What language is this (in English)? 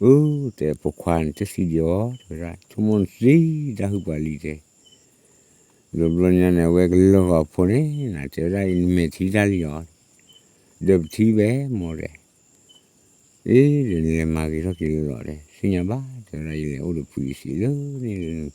S'gaw Karen